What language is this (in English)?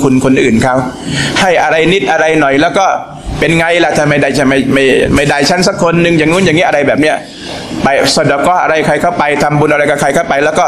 Thai